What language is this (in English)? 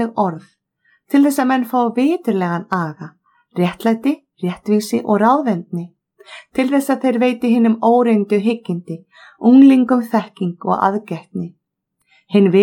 Icelandic